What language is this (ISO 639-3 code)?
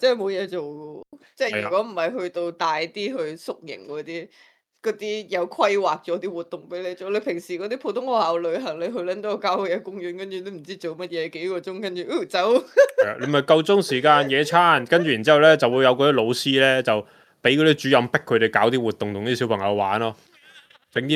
yue